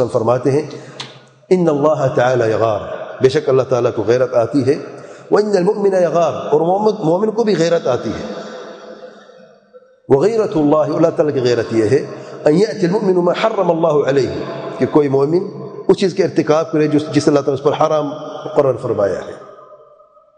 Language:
Urdu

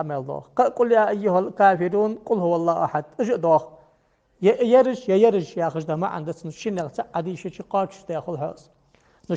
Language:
Ingush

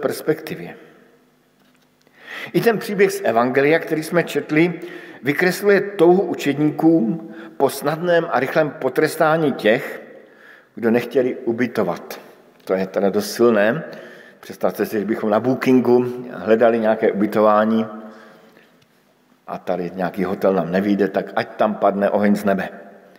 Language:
Czech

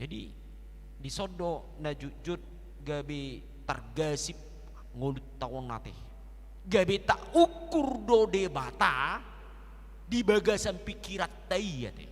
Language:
Batak Toba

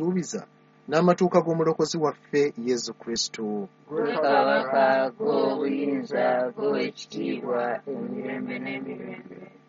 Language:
Ganda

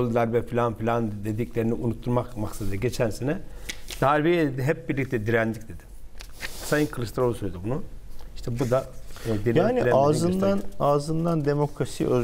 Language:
Turkish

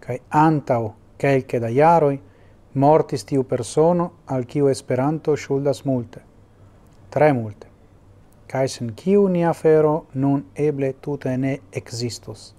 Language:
Esperanto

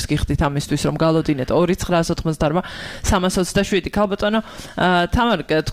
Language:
Georgian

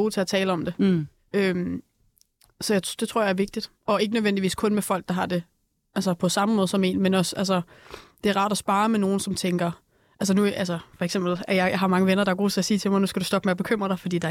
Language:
Danish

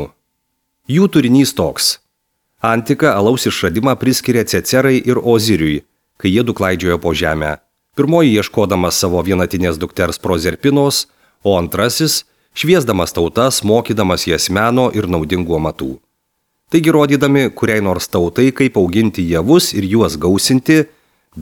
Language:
Lithuanian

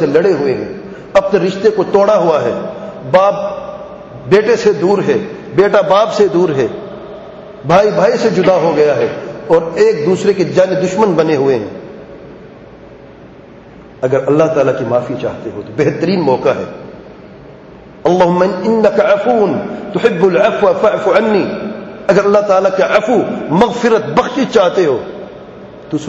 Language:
Urdu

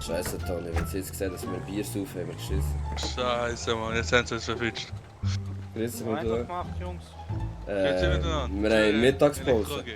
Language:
Swiss German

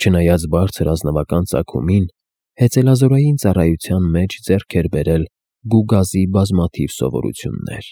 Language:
Armenian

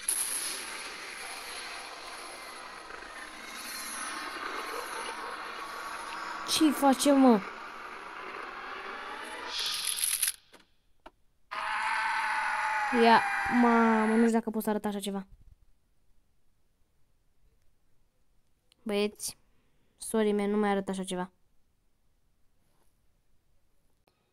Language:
Romanian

